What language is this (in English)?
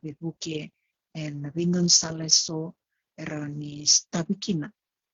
Fijian